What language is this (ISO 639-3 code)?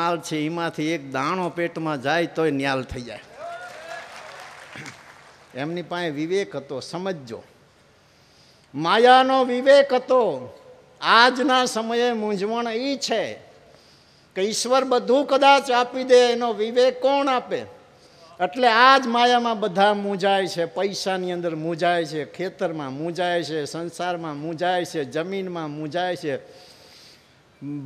guj